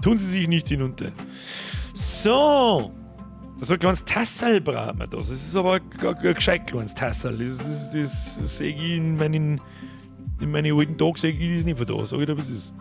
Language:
Bavarian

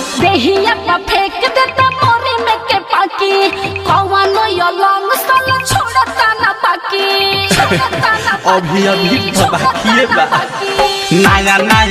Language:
Bhojpuri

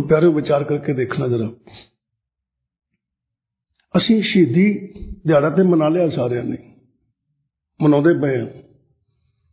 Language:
Punjabi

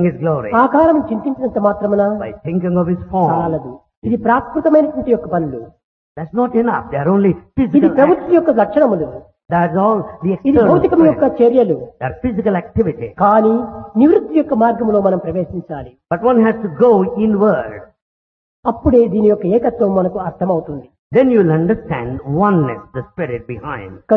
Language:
Telugu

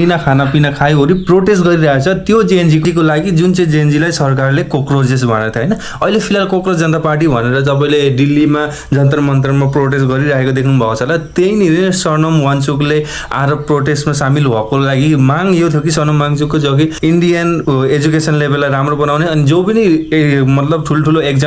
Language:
Nepali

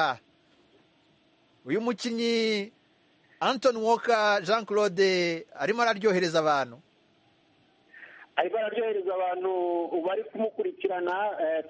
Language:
Kinyarwanda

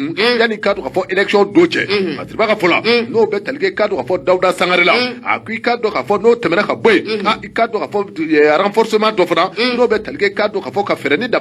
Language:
Bambara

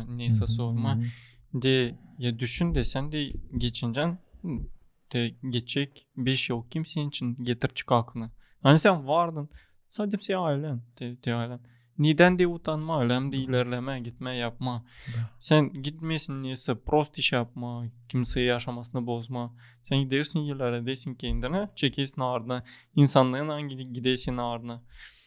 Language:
Gagauz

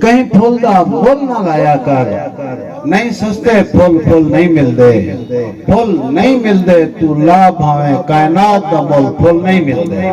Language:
Saraiki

